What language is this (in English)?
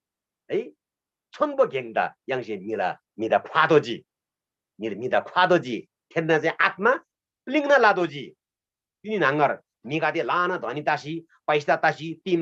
Eastern Tamang